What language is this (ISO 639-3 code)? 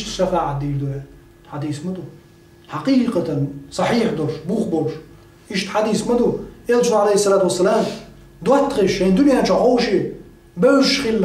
che